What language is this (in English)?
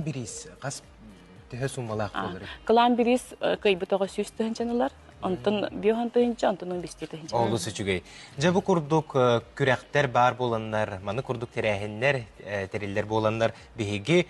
Yakut